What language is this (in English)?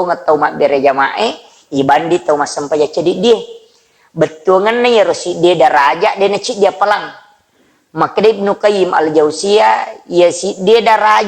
Buginese